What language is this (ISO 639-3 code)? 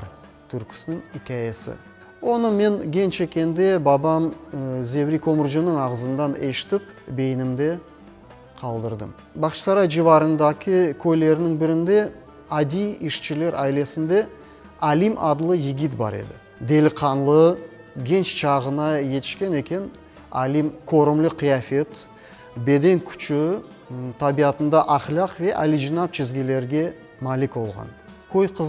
crh